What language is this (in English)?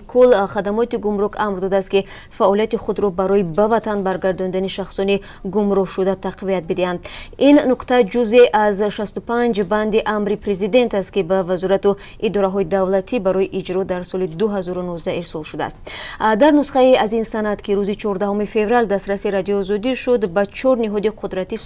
Tajik